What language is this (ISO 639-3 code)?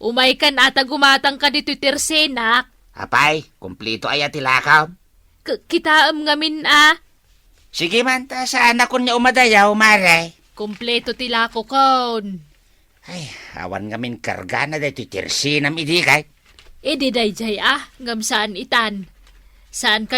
ilo